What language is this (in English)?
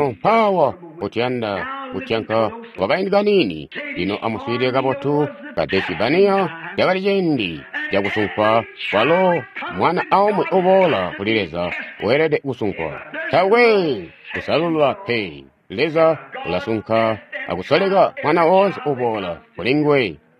Tonga (Zambia)